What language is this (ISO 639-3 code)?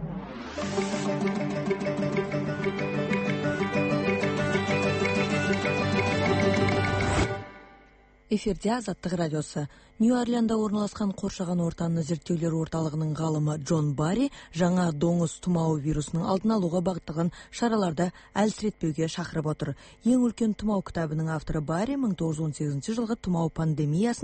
kaz